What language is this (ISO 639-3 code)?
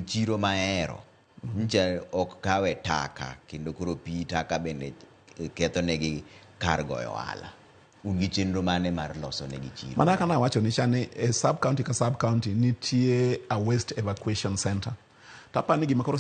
luo